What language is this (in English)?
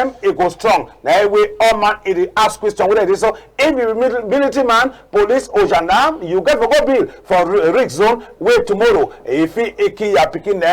Cameroon Pidgin